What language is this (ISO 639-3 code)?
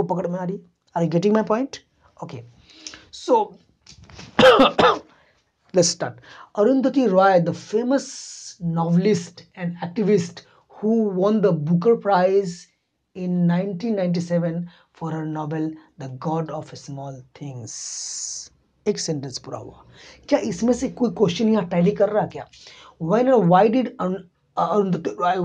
hin